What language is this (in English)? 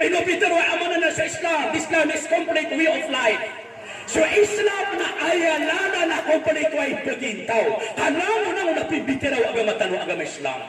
Maranao